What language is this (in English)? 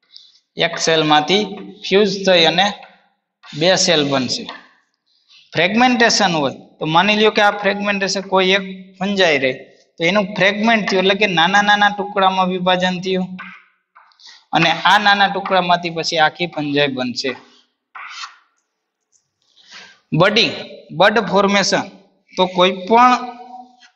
Gujarati